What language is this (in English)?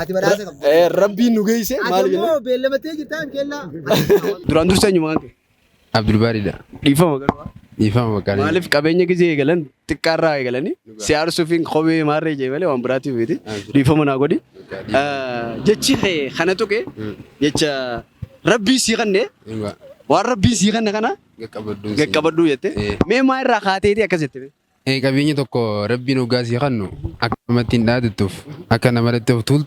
Oromo